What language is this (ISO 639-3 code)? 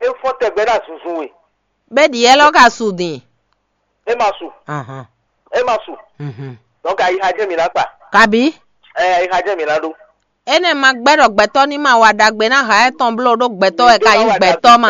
fon